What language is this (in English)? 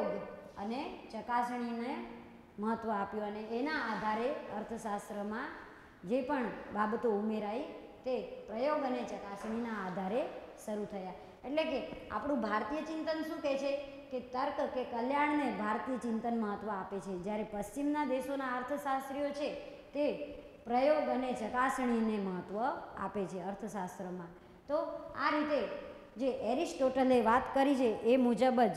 Gujarati